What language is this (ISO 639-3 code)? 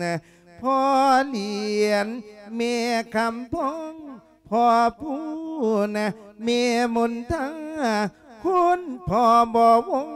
lao